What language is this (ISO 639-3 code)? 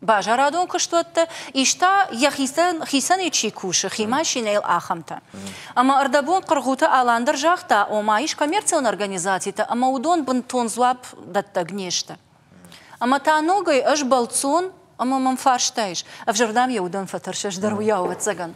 oss